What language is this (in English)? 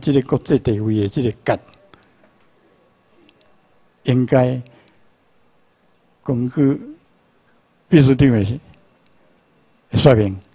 Chinese